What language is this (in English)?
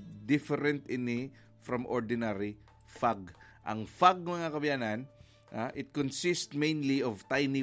Hiligaynon